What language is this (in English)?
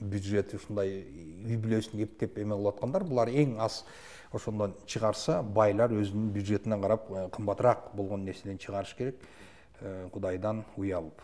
Kyrgyz